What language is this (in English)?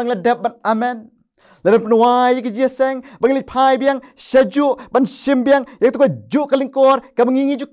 Khasi